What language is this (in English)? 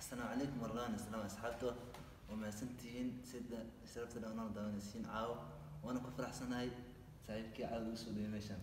Somali